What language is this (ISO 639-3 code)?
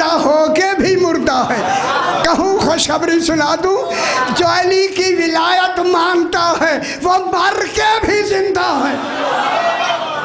urd